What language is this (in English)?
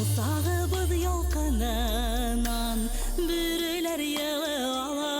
Bashkir